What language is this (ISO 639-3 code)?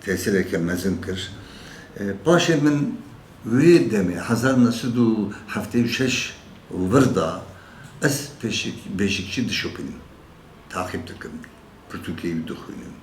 kur